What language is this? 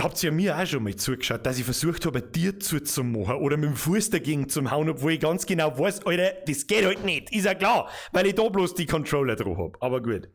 Bavarian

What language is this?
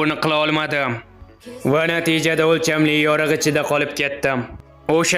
Uzbek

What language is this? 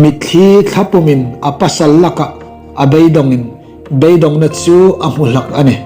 Hmar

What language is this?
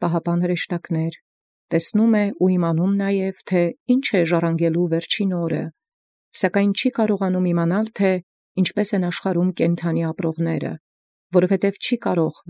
Armenian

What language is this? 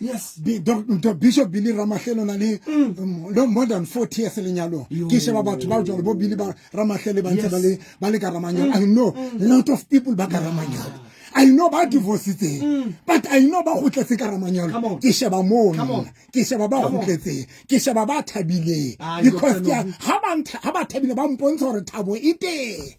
Southern Sotho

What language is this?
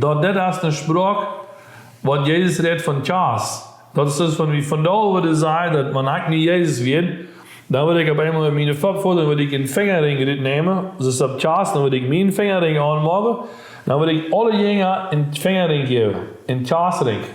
Plautdietsch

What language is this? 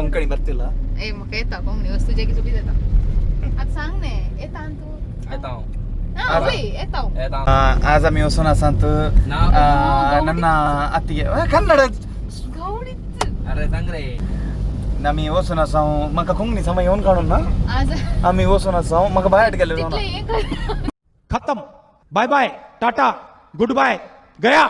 Konkani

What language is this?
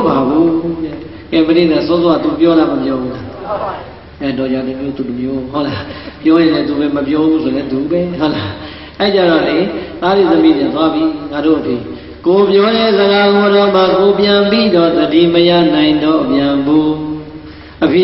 Burmese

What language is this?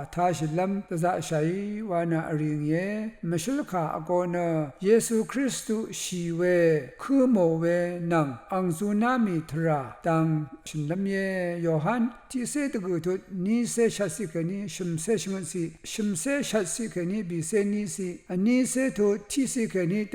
Rawang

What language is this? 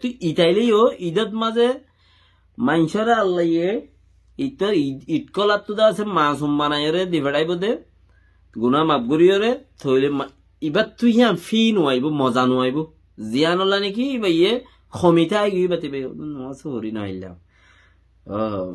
Rohingya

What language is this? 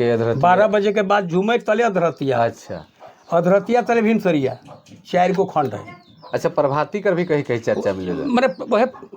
Sadri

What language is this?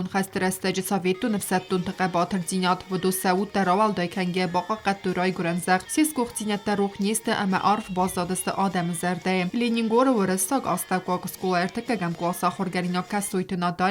Ossetic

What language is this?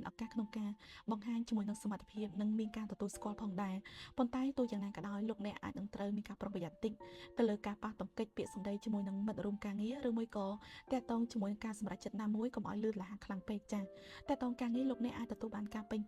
Khmer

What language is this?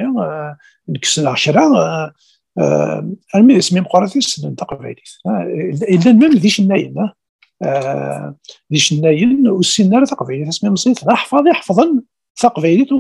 Kabyle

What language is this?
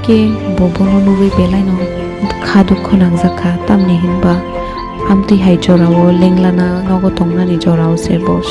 Kok Borok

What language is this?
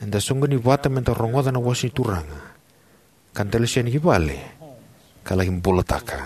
Fijian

